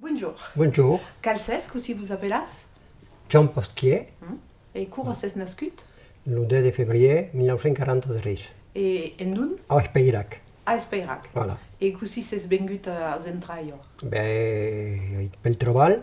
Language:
Occitan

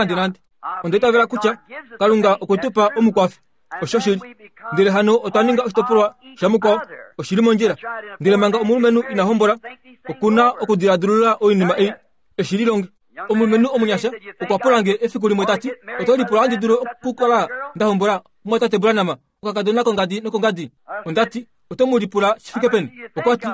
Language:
Kuanyama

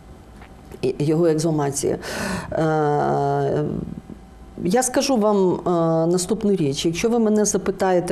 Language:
Ukrainian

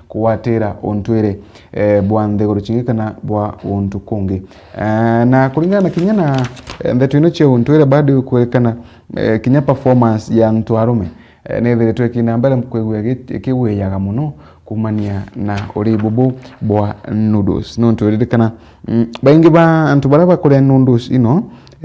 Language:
Meru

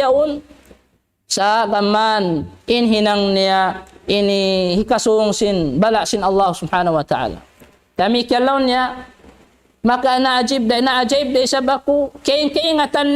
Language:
Tausug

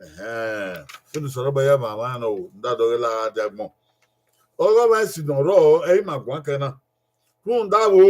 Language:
Bini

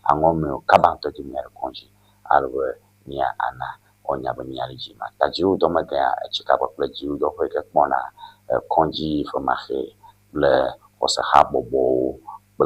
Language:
Ewe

